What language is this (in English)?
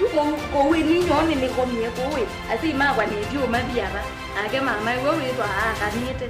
Kamba